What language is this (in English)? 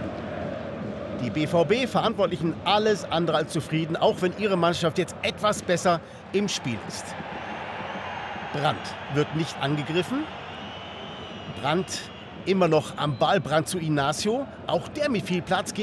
German